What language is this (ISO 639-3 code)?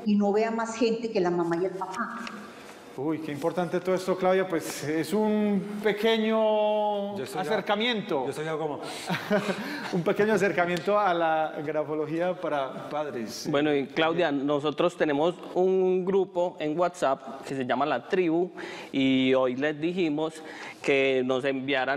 spa